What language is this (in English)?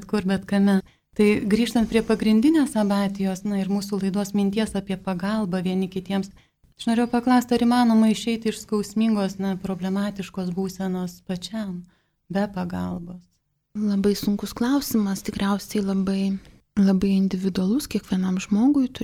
Lithuanian